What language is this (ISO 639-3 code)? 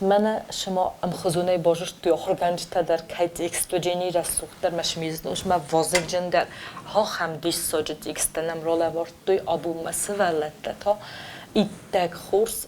oss